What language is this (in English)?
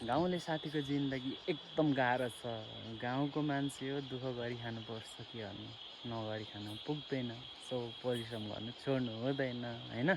Nepali